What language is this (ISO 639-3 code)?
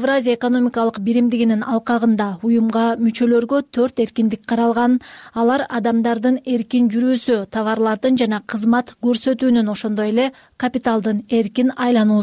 kir